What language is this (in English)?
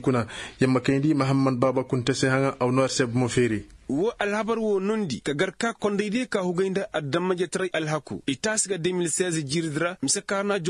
Koyraboro Senni